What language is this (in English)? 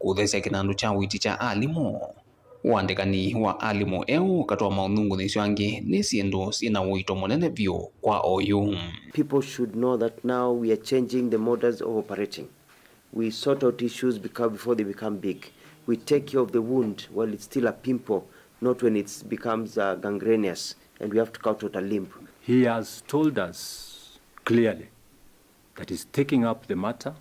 Kamba